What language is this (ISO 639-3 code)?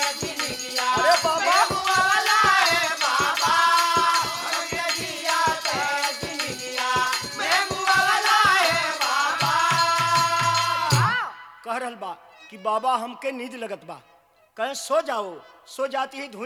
bho